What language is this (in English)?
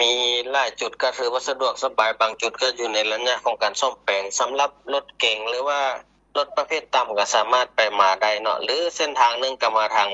Lao